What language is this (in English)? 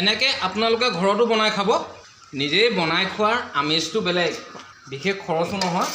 Assamese